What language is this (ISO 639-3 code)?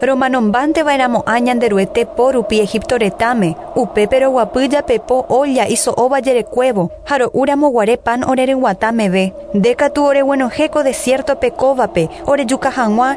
grn